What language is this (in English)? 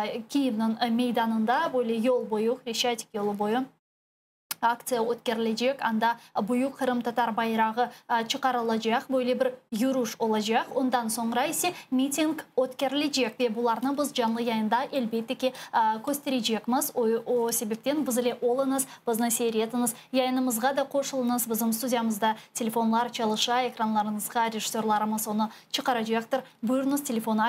Crimean Tatar